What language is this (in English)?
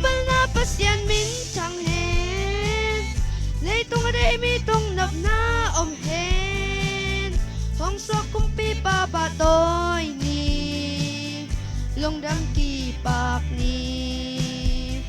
Tedim Chin